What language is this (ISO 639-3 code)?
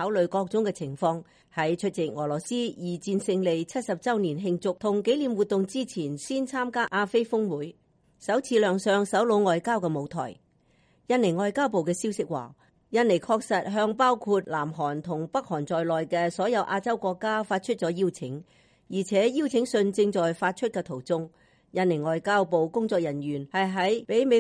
yue